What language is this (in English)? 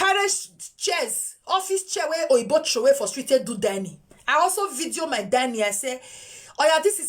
Nigerian Pidgin